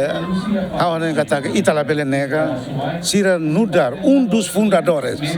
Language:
Tetum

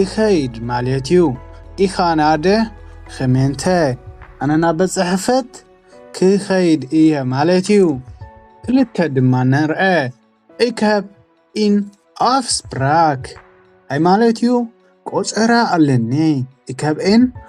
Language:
Tigrinya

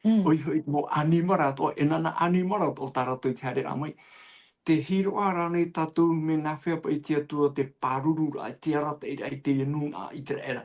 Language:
Tahitian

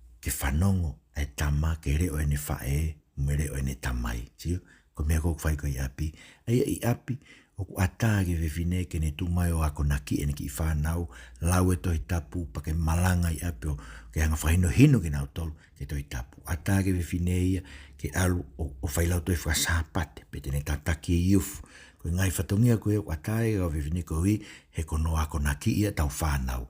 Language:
Tongan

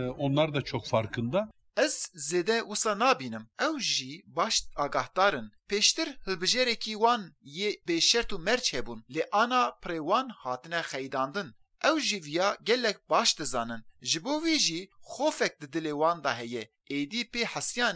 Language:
Kurdish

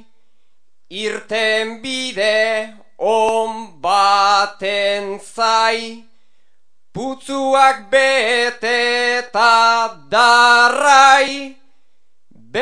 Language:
Basque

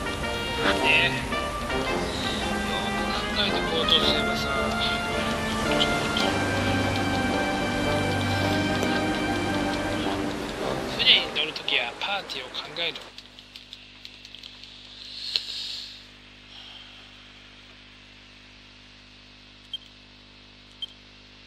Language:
Japanese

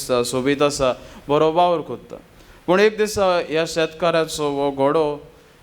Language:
Konkani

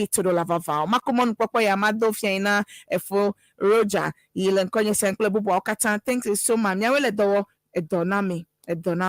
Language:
Ewe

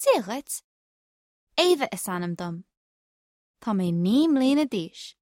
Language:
Irish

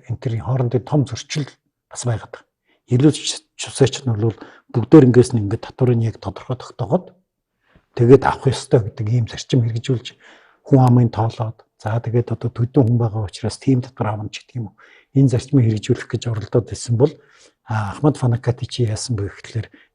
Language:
Mongolian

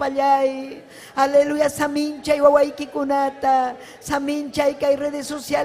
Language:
Ayacucho Quechua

